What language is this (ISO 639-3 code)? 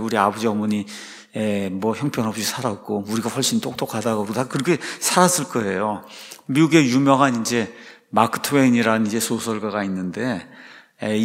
kor